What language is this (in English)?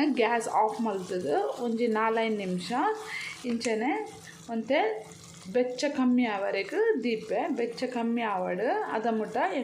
Tulu